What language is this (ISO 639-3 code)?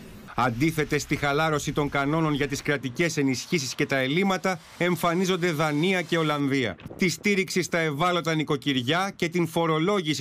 ell